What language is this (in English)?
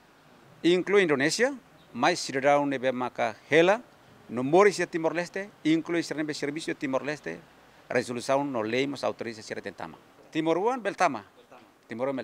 Tetum